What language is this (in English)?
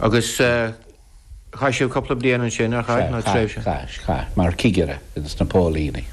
Irish